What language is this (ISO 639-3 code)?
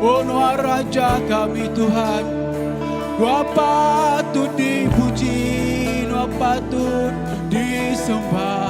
iba